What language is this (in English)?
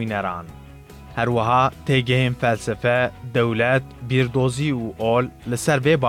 Kurdish